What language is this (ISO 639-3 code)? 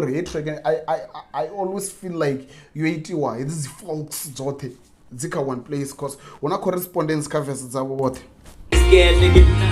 ven